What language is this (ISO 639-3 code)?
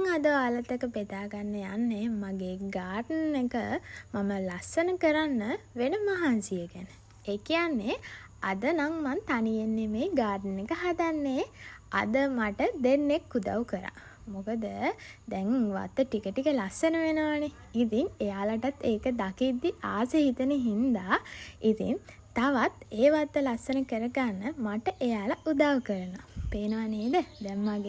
sin